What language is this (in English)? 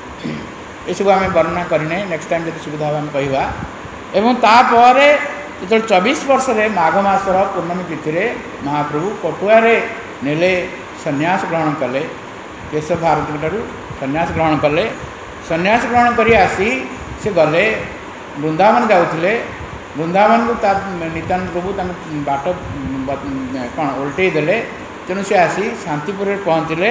Odia